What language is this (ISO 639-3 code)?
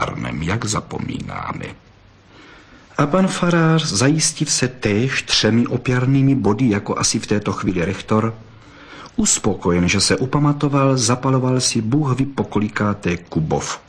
ces